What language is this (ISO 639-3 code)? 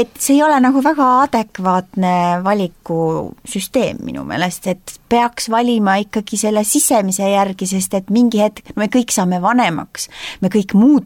est